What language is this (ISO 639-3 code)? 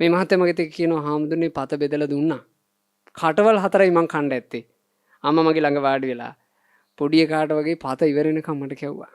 sin